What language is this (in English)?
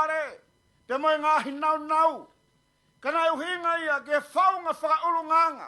Tongan